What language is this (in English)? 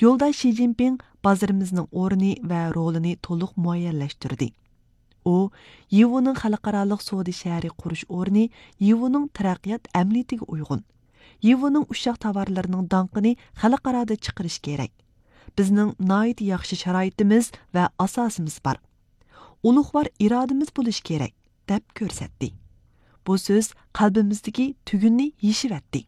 Uyghur